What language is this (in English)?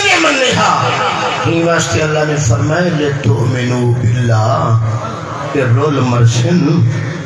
Saraiki